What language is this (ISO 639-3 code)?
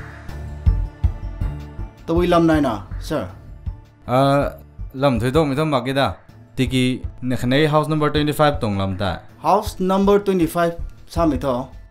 vie